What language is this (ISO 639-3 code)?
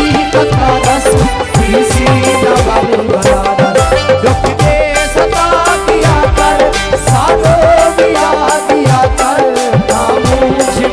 skr